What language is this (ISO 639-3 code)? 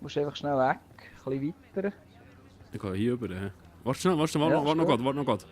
gsw